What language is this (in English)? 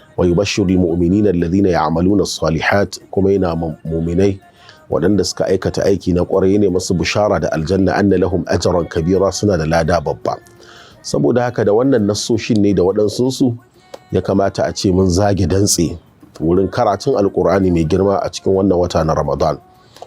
Hausa